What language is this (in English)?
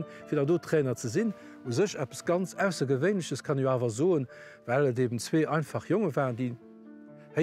Luxembourgish